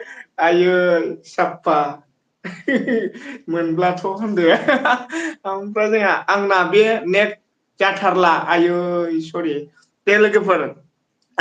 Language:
Bodo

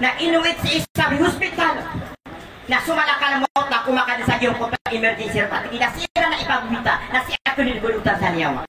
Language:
Maranao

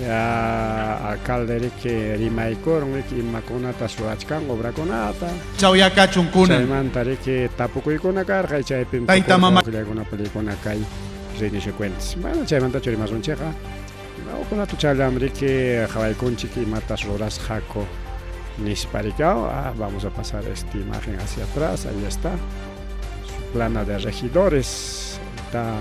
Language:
Ayacucho Quechua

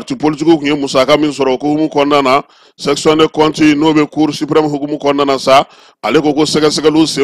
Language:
Bambara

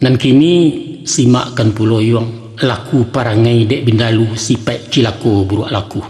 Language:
Minangkabau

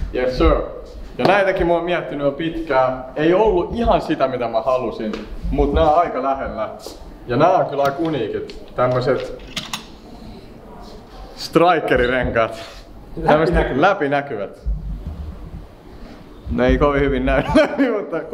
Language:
Finnish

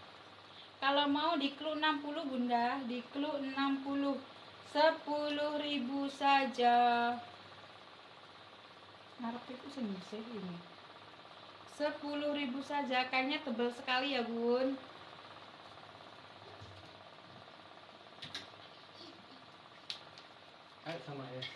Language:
Indonesian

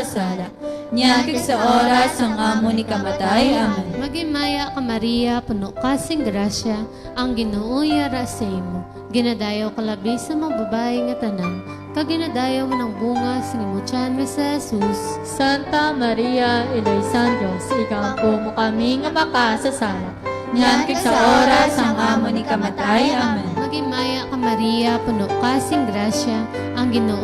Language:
Hiligaynon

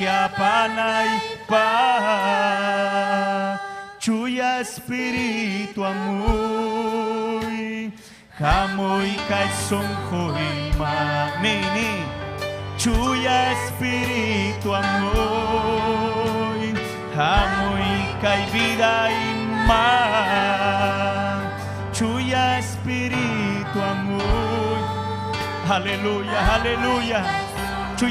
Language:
Ayacucho Quechua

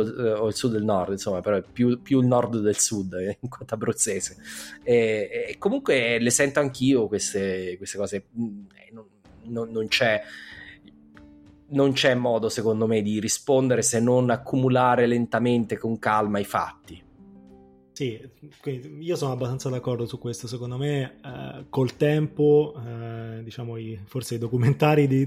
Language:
Italian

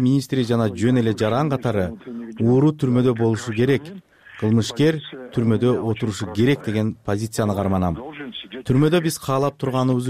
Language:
Kyrgyz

